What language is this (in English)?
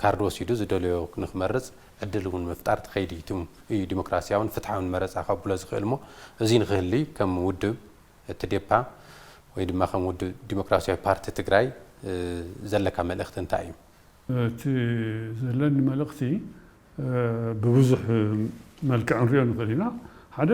Tigrinya